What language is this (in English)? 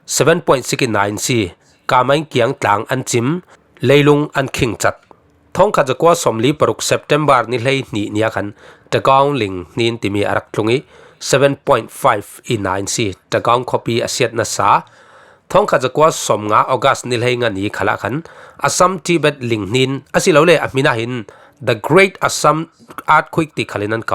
Falam Chin